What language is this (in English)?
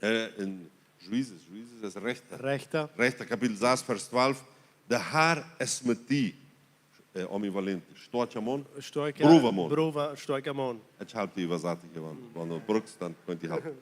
Plautdietsch